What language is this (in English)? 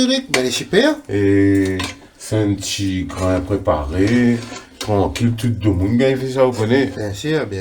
Réunion Creole French